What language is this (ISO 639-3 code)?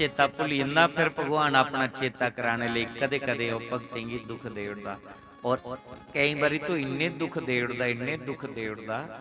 doi